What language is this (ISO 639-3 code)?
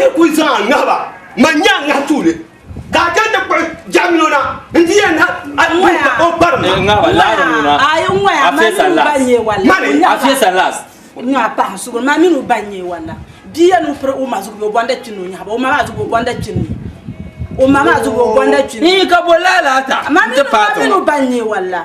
dag